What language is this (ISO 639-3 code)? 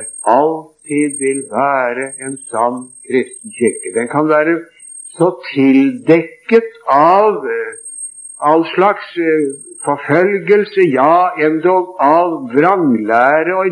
nor